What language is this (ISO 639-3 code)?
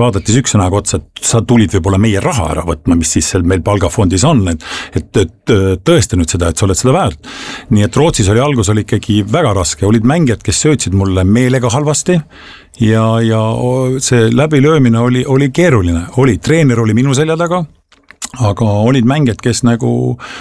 est